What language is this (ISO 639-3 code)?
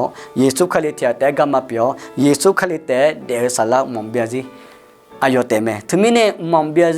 ahk